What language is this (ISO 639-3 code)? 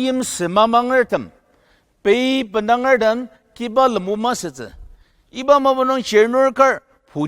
njo